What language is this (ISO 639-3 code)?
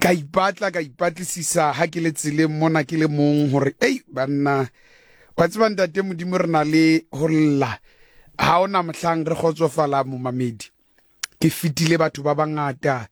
sot